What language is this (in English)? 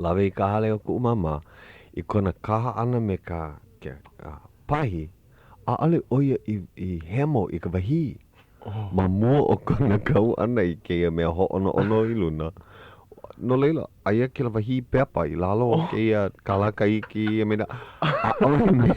Hawaiian